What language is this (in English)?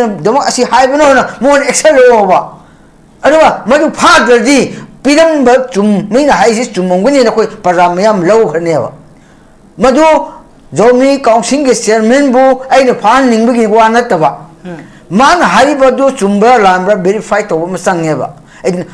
Manipuri